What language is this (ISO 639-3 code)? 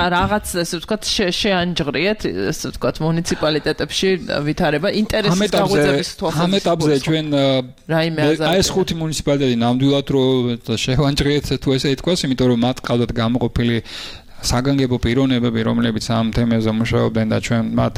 kat